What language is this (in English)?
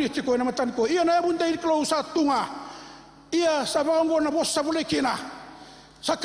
Fijian